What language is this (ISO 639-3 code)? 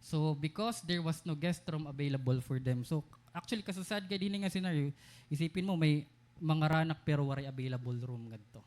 war